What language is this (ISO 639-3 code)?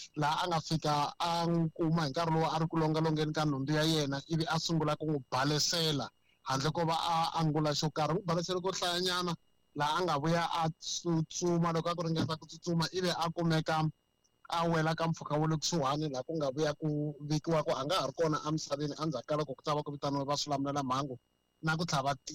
tso